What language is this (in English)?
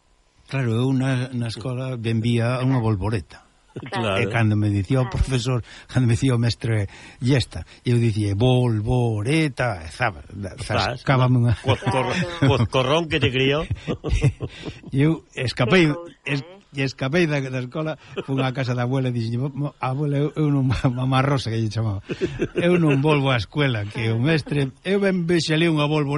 Galician